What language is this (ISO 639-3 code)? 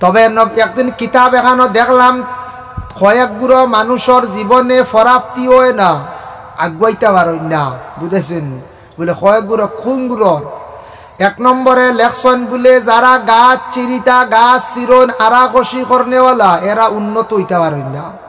syl